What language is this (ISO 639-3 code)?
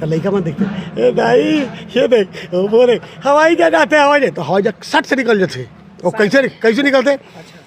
hne